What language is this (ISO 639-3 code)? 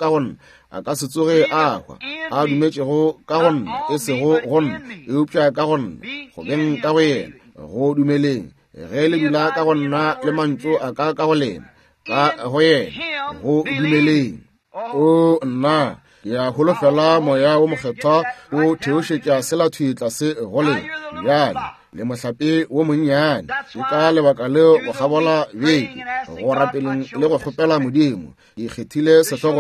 nso